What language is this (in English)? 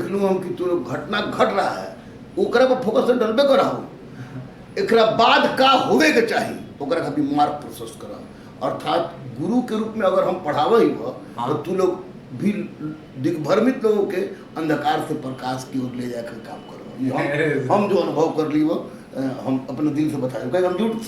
Magahi